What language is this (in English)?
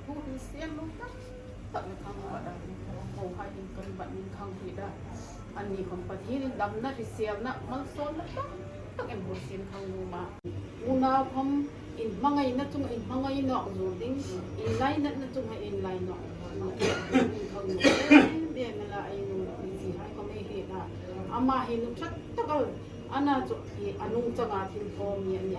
Hmar